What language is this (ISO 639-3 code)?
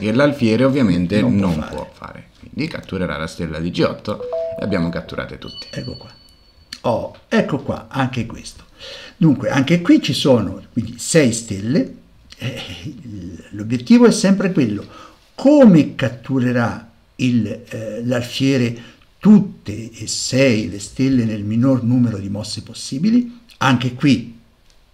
ita